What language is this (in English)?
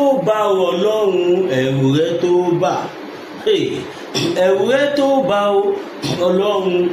Yoruba